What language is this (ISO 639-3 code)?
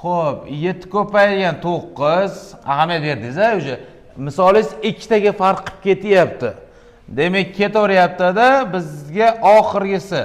uzb